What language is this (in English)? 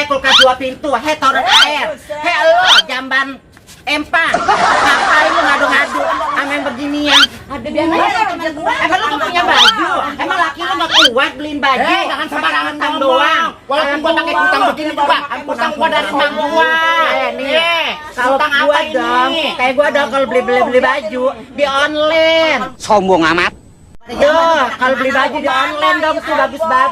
Betawi